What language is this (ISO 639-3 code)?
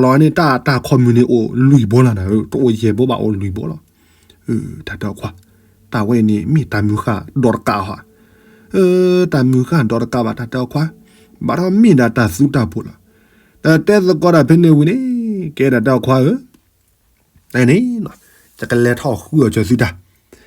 ksw